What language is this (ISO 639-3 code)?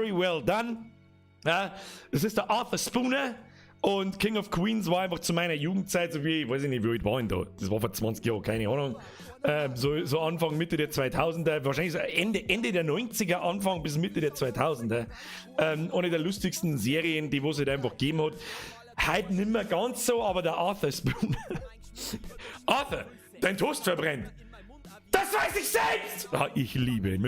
bar